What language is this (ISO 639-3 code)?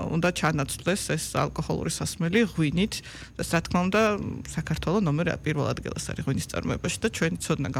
kat